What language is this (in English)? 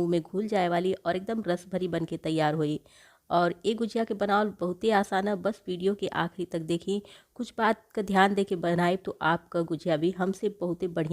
Bhojpuri